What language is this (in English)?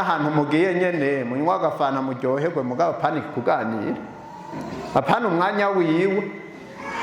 Rundi